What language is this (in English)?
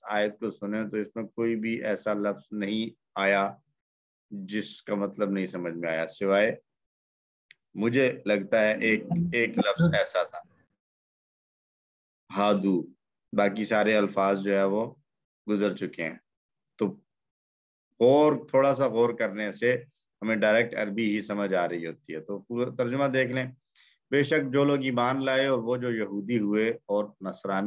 Urdu